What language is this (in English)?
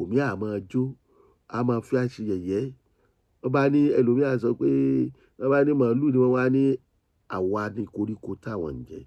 Yoruba